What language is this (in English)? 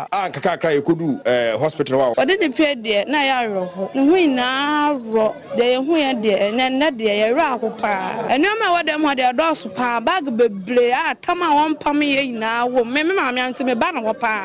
Akan